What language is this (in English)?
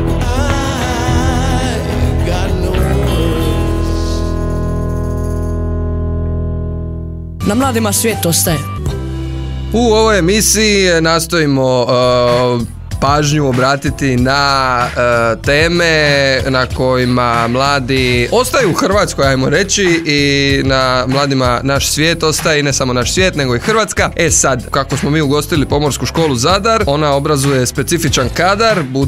Croatian